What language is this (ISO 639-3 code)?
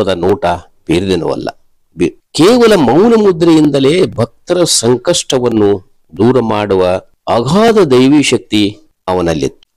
kan